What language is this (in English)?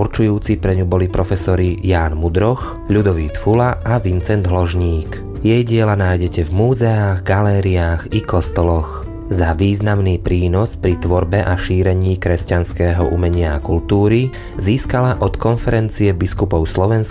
Slovak